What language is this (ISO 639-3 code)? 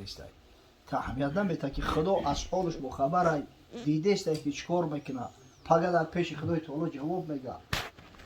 tgk